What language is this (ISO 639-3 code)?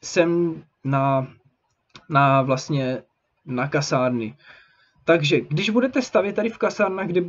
ces